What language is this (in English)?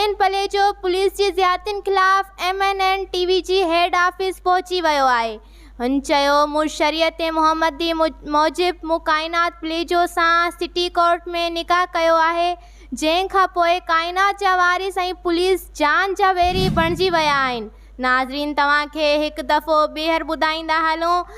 Sindhi